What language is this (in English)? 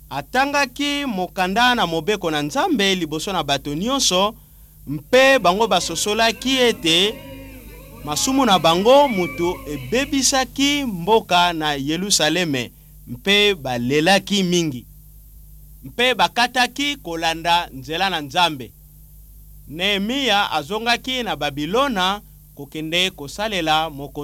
Lingala